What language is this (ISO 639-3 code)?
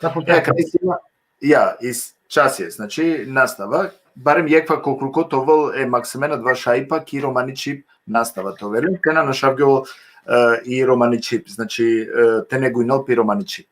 rmn